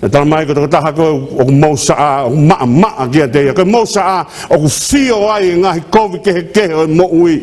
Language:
Tongan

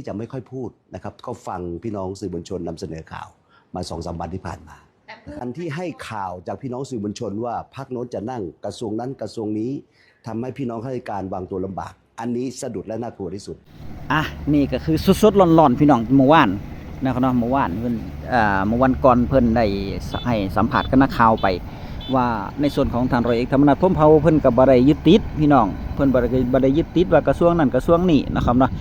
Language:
Northeastern Thai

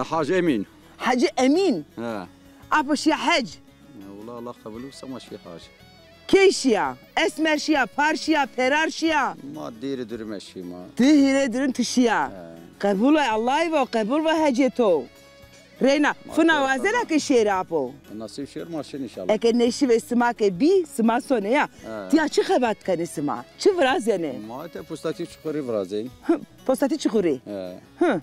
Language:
Zaza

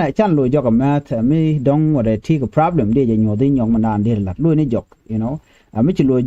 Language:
Nuer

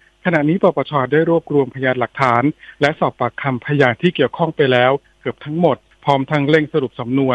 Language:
Thai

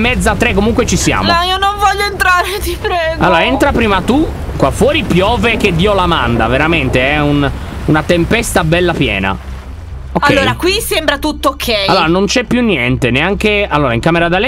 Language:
Italian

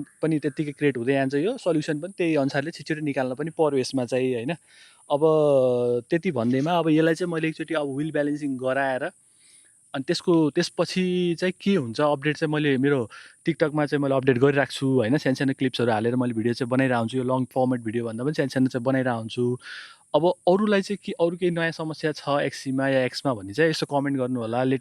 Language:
Nepali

